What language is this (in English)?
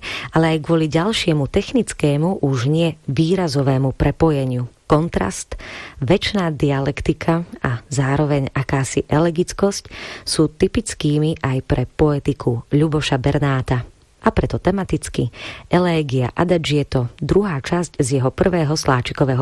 Slovak